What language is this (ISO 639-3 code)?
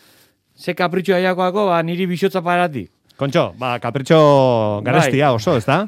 eus